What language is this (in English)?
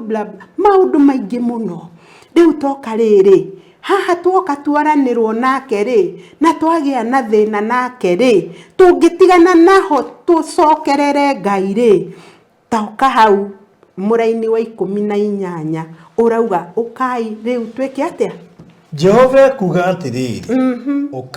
Kikuyu